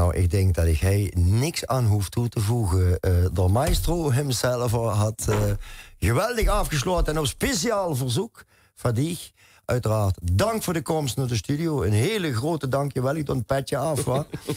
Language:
Limburgish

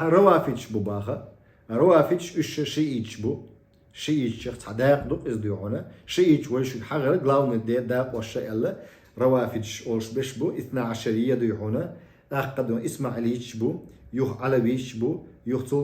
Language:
Chechen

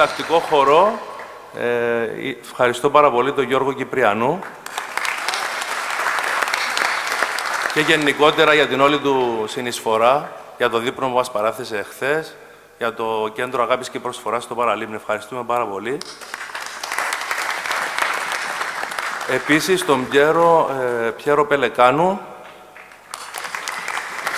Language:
Greek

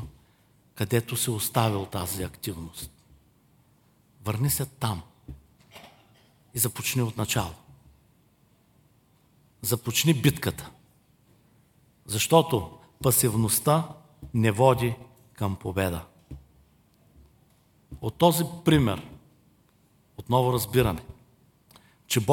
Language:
Bulgarian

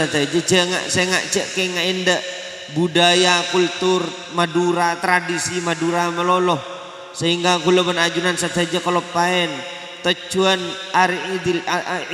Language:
Madurese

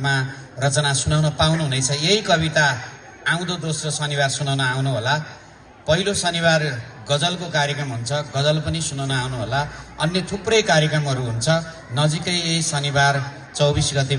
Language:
Nepali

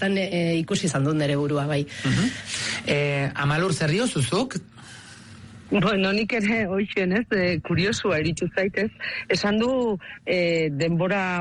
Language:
Basque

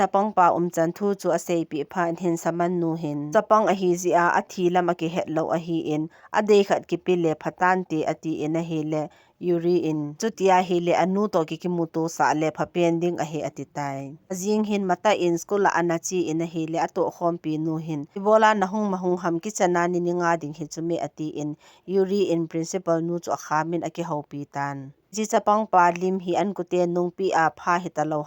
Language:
Thado Chin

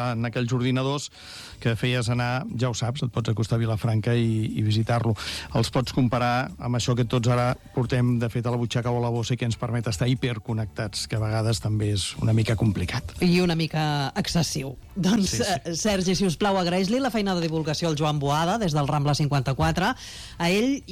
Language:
Catalan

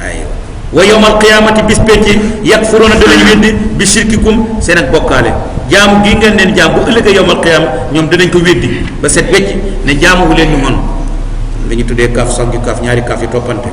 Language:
Wolof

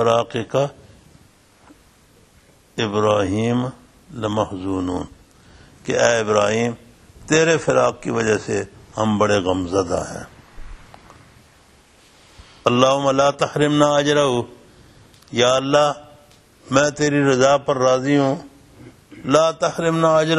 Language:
Urdu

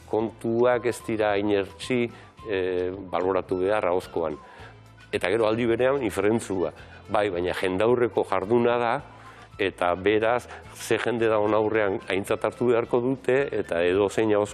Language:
Basque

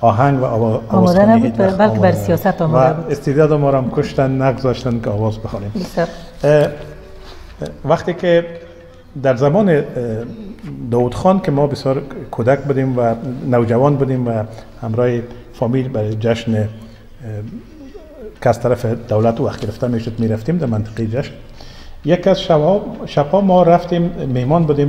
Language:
Persian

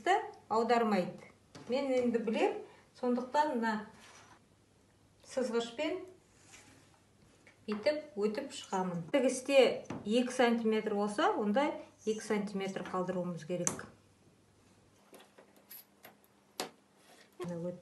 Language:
Kazakh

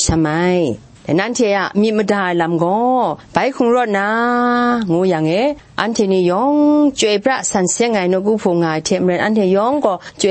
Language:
Kachin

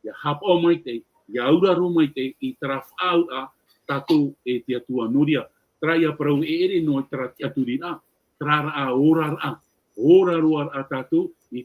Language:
Tahitian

